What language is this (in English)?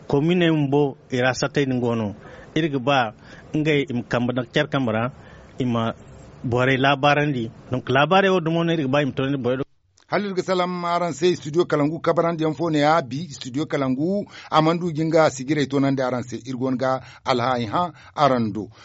Zarma